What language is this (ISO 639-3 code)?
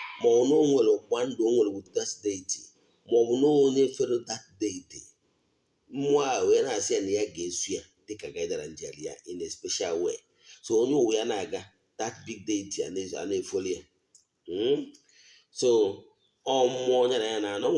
ibo